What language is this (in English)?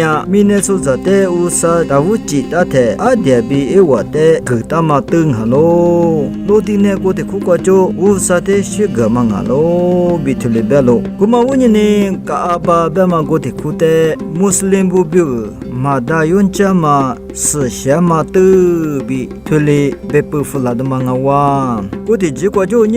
Lisu